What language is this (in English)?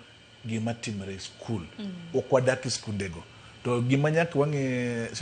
Luo (Kenya and Tanzania)